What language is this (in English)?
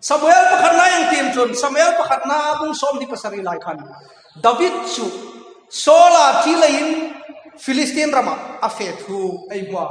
Hmar